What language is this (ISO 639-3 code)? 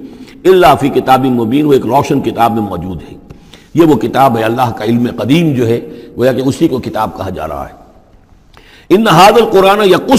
urd